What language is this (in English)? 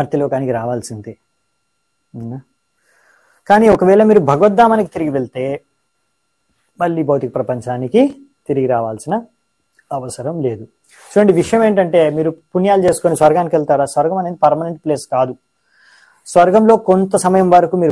Telugu